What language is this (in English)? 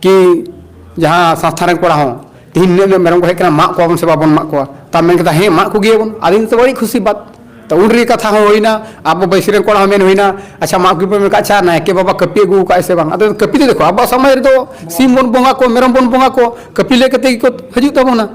Santali